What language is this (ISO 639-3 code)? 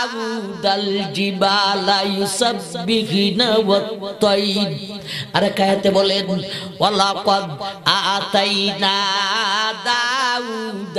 ben